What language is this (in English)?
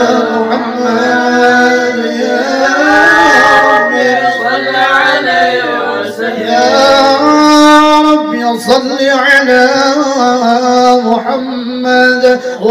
Arabic